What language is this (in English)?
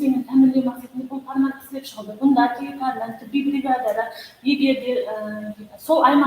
Kara-Kalpak